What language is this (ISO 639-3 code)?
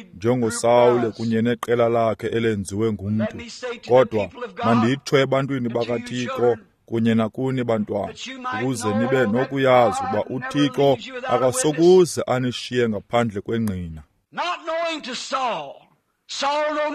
xho